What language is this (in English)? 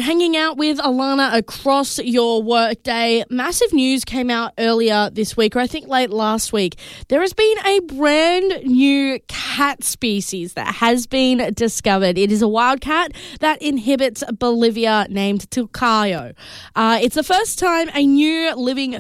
English